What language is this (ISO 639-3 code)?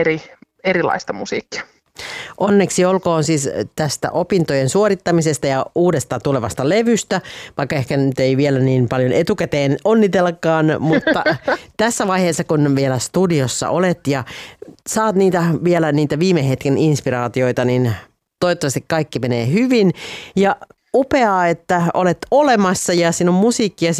fin